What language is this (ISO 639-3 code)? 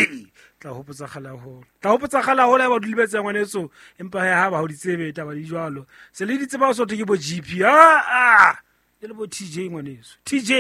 sot